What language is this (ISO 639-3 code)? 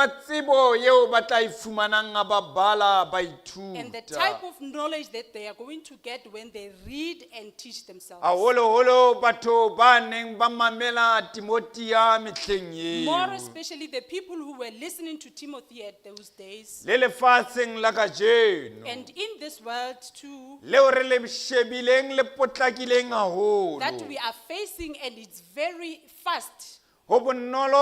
sot